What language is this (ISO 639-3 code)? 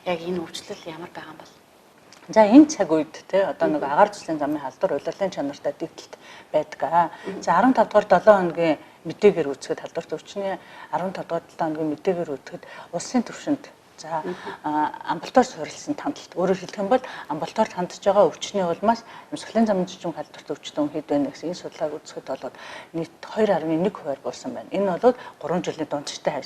mon